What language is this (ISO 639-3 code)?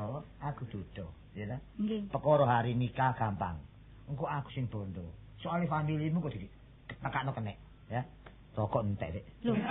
jav